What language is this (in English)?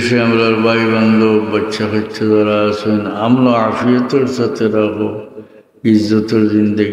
Sylheti